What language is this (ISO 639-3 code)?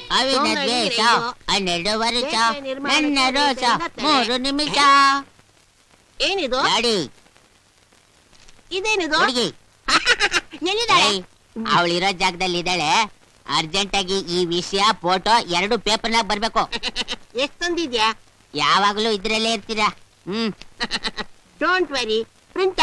kan